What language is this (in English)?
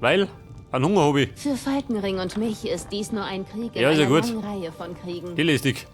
Bavarian